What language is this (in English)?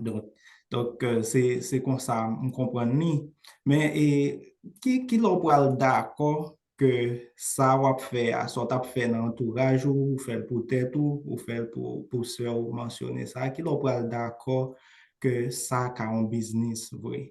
Haitian Creole